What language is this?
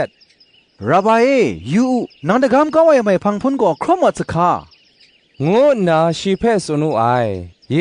Kachin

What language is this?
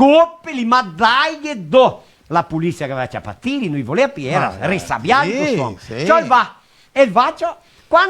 Venetian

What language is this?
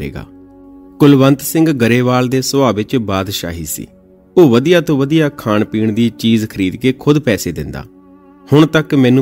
Punjabi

